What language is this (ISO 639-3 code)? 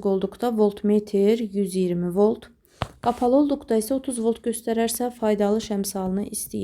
aze